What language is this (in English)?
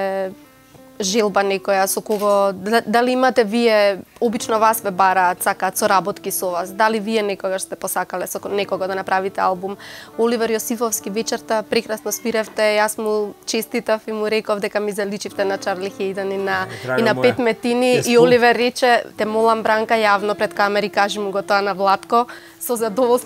Macedonian